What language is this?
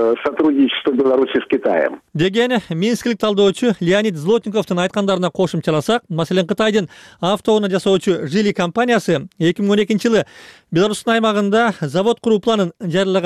Kyrgyz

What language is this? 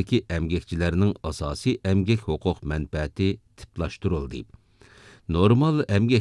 Uyghur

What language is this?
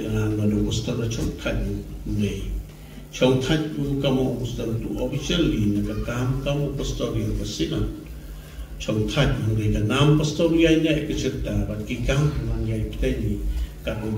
Khasi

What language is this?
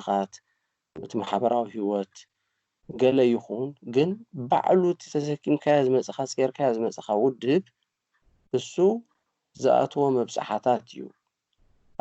Tigrinya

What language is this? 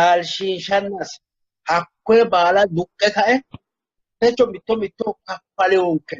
Sidamo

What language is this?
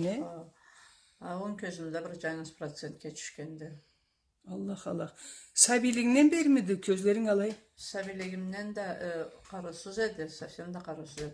Karachay-Balkar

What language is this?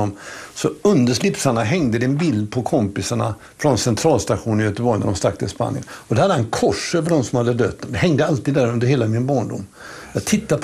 Swedish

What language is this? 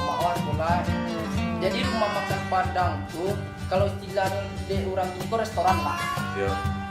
Minangkabau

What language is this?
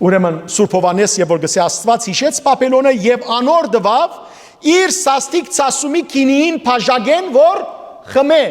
Western Armenian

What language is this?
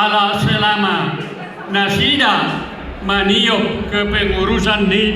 Batak Toba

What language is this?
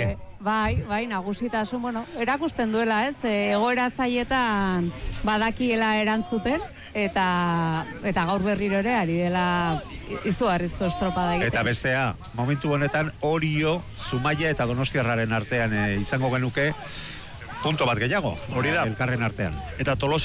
Basque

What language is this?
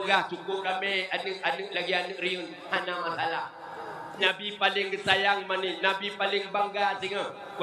Achinese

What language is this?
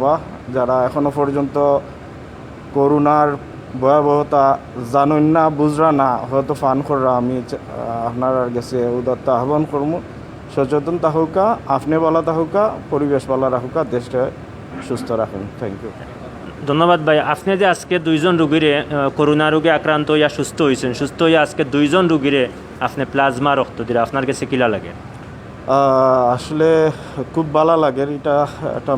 Sylheti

